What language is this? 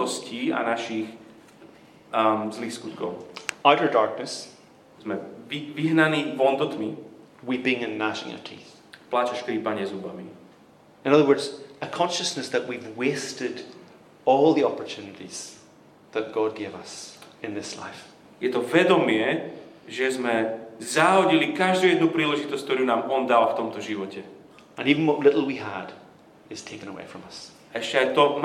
Slovak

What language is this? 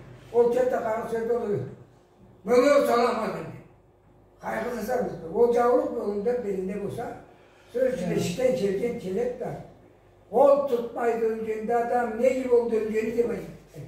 Karachay-Balkar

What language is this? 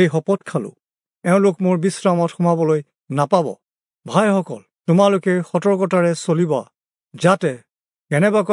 Assamese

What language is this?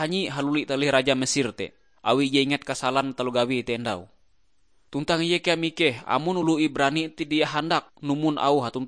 Ngaju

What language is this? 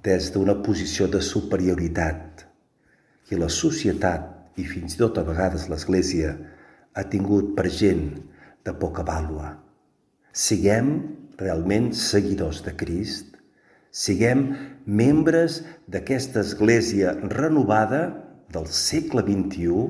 Catalan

